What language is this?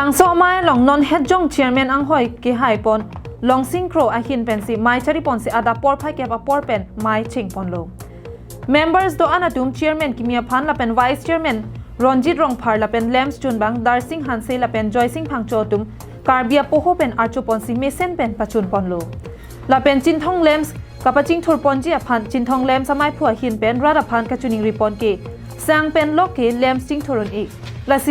Karbi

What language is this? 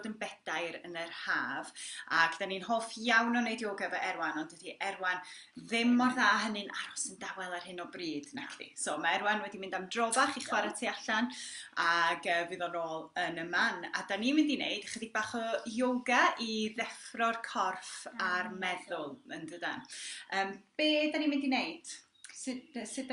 Welsh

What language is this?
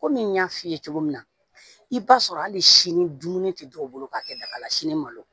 Bambara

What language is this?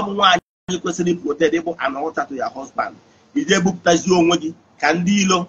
Igbo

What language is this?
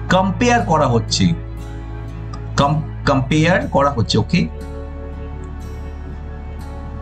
Bangla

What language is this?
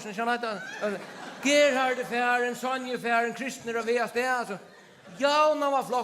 Faroese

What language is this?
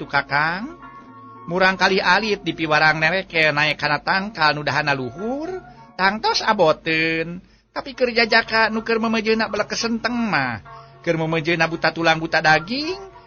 Sundanese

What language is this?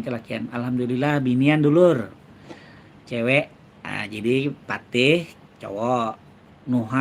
Banjar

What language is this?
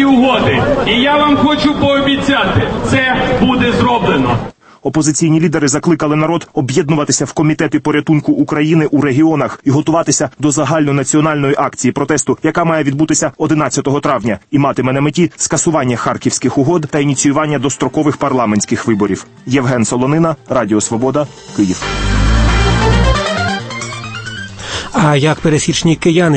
Ukrainian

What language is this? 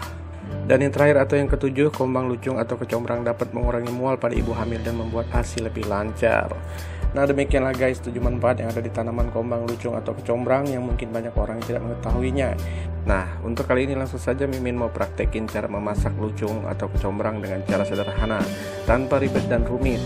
Indonesian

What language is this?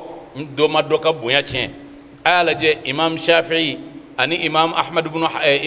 Bambara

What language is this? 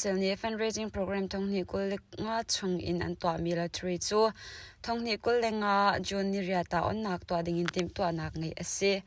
Hakha Chin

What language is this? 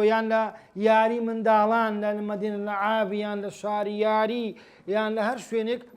Central Kurdish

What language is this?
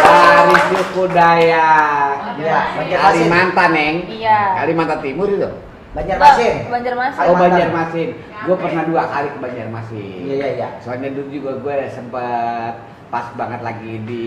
Betawi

